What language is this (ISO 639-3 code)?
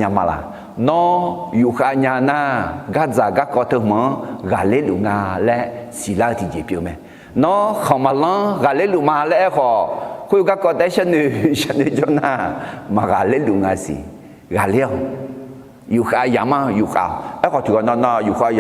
ahk